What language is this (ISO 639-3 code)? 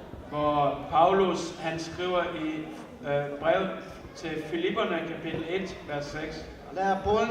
cnh